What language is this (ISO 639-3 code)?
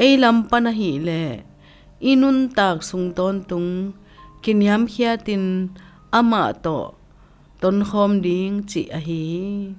ctd